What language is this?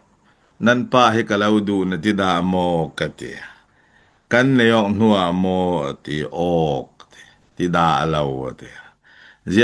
Falam Chin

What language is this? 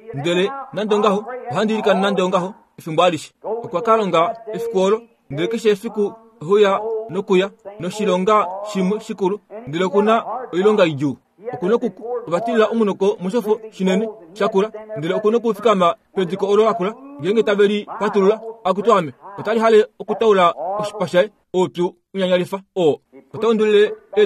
Kuanyama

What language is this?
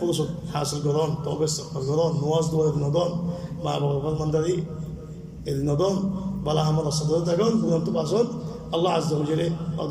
Rohingya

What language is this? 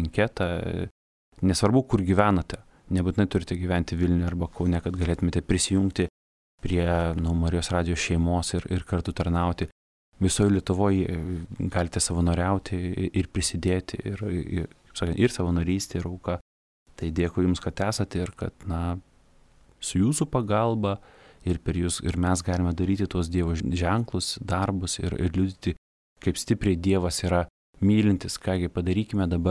Lithuanian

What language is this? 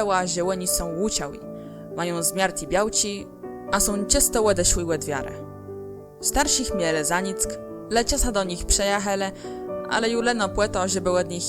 Kashubian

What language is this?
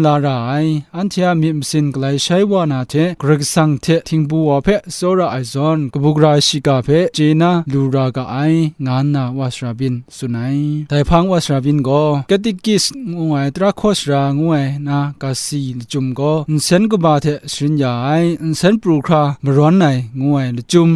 Kachin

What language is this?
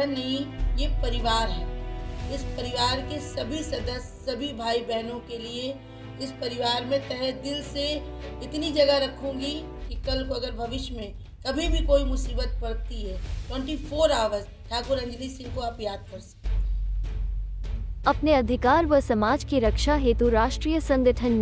Hindi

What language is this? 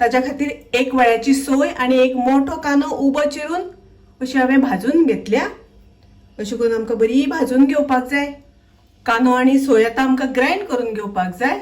Konkani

